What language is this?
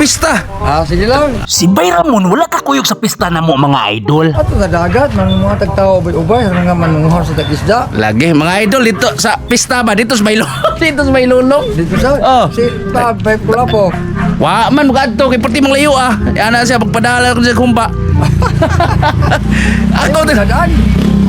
Cebuano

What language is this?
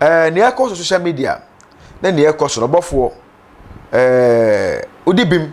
Akan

